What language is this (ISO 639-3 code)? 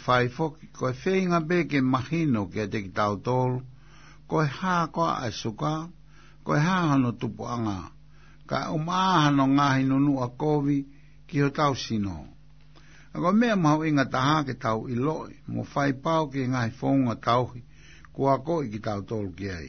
ton